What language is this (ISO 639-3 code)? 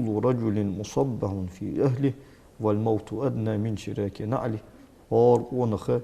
inh